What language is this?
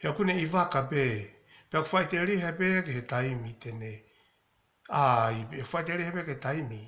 Tongan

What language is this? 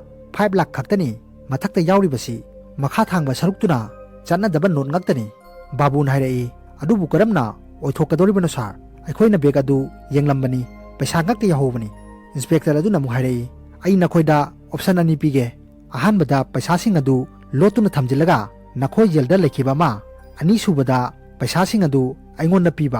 Manipuri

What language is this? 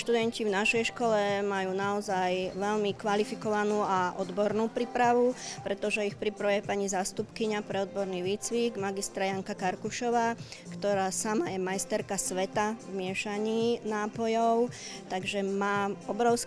Slovak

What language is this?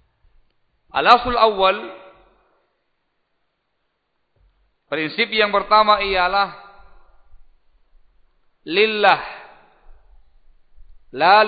Indonesian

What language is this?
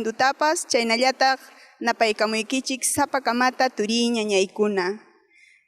Ayacucho Quechua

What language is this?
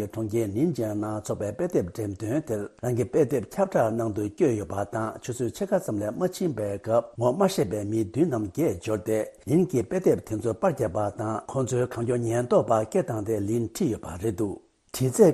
Tibetan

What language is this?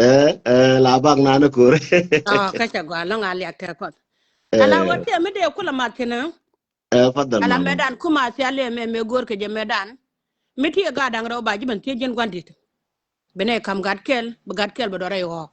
Nuer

